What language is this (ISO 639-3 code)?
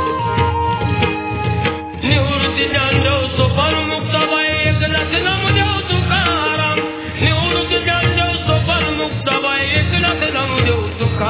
mar